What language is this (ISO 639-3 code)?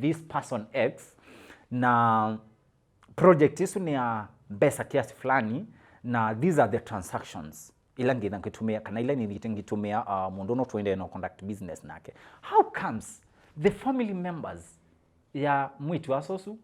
kam